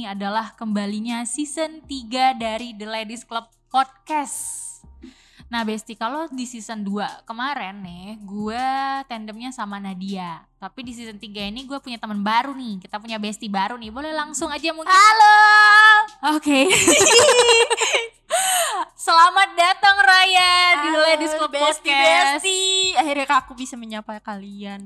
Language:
Indonesian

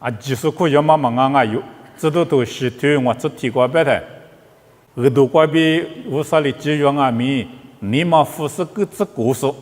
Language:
Lisu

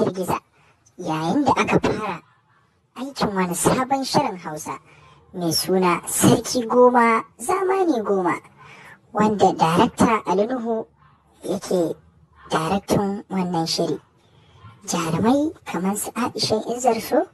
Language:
Hausa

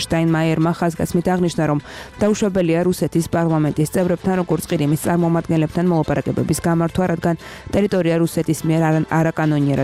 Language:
Georgian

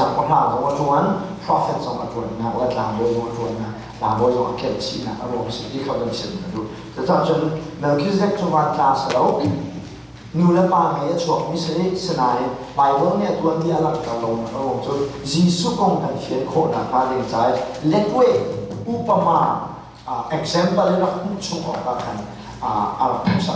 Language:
Hakha Chin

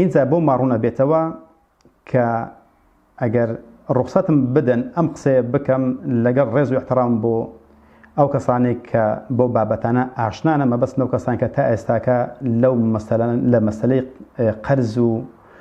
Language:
Central Kurdish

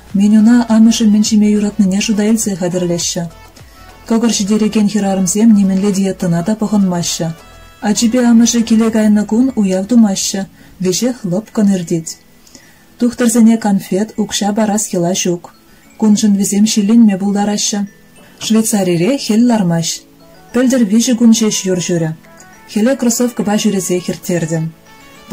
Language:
Chuvash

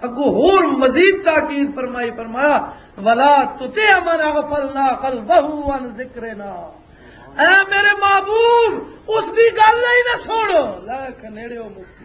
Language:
Western Panjabi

